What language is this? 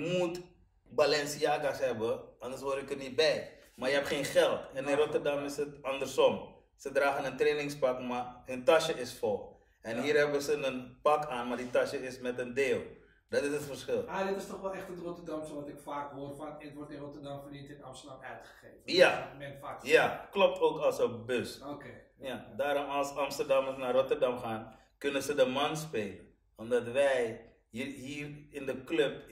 Dutch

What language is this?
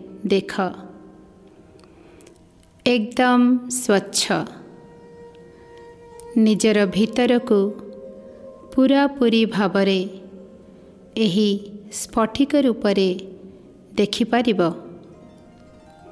Odia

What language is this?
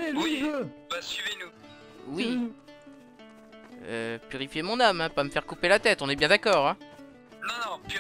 French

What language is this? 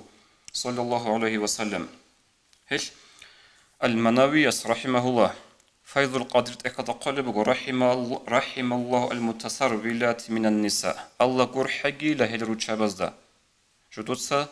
Avaric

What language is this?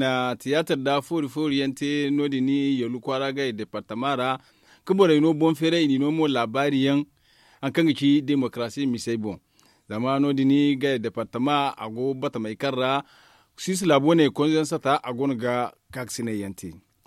Zarma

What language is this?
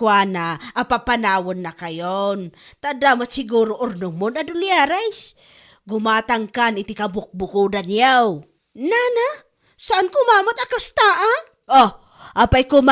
Iloko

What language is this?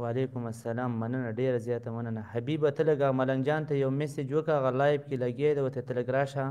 Pashto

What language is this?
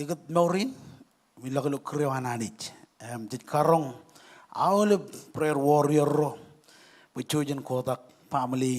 Marshallese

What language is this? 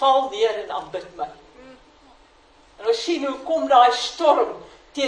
Afrikaans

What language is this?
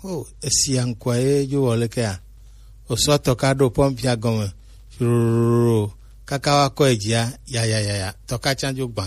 Gen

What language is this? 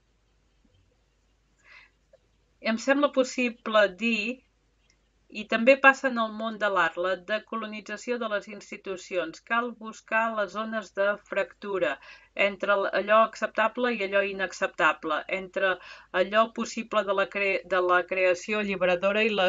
Catalan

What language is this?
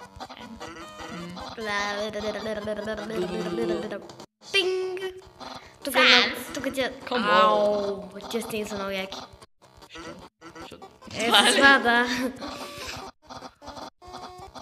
Bulgarian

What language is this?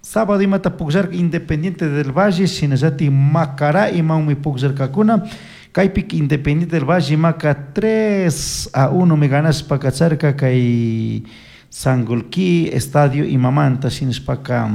Chimborazo Highland Quichua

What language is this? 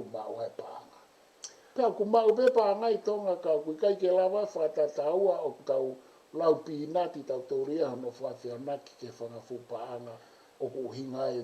Tongan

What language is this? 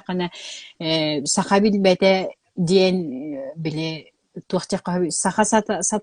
Yakut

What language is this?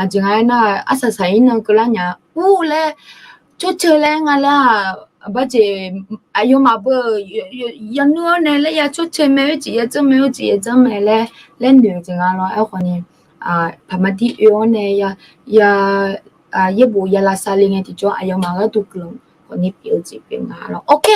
Akha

